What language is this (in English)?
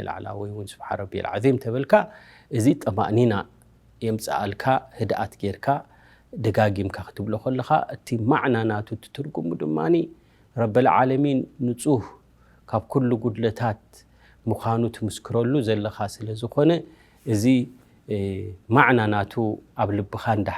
Tigrinya